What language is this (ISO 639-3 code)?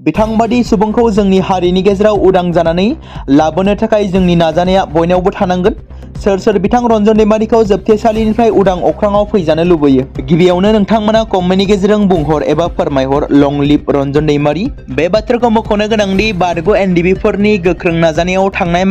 brx